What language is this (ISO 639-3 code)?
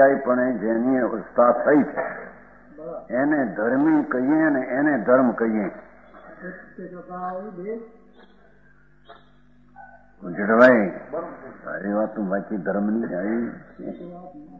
guj